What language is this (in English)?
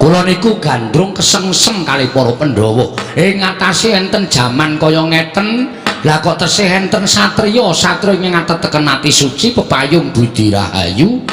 Javanese